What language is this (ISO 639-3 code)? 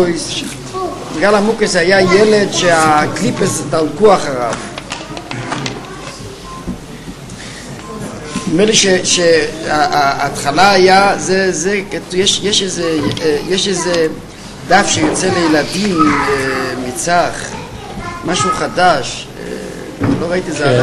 heb